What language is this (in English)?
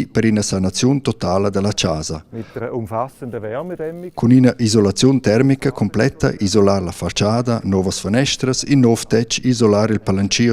Romansh